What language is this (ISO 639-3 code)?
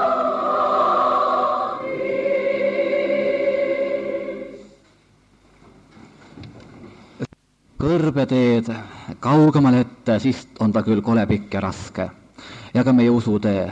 est